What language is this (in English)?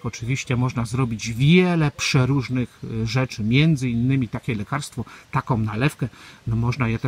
Polish